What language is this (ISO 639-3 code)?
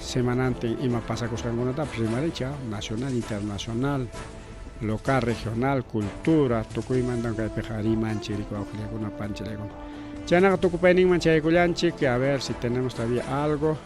quy